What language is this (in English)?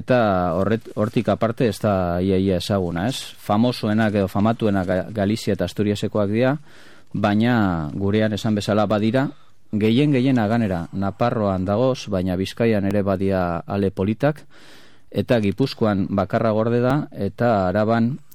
Basque